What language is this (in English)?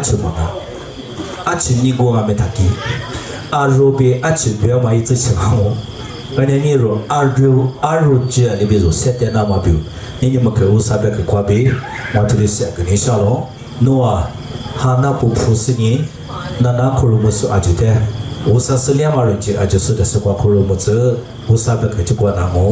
Lisu